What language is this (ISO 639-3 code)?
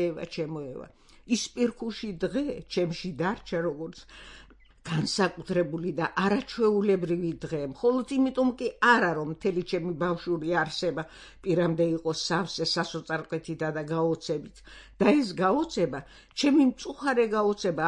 kat